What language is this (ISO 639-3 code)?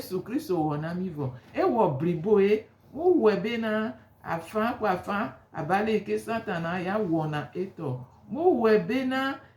gej